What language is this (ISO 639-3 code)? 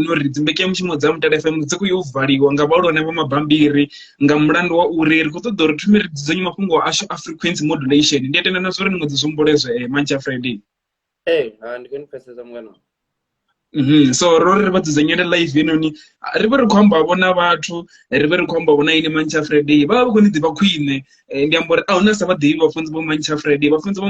ven